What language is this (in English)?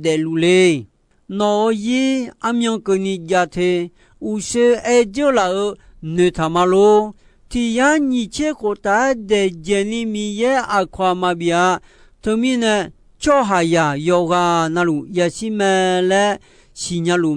Akha